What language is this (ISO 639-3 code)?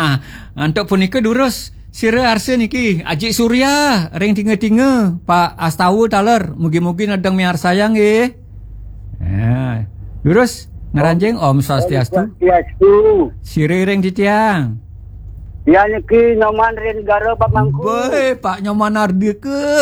ban